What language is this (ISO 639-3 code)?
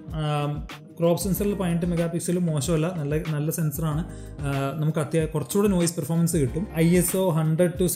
mal